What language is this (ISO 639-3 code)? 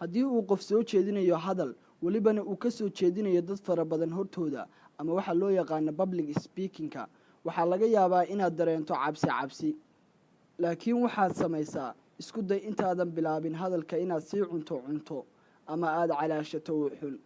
som